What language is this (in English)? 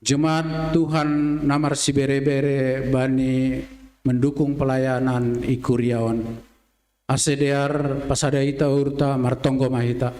Batak Simalungun